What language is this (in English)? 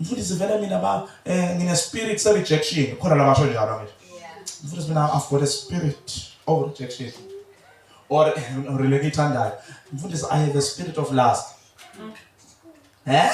Zulu